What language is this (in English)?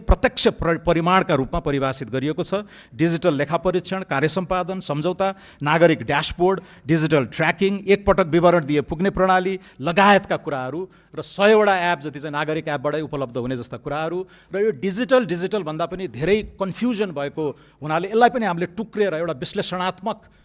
Nepali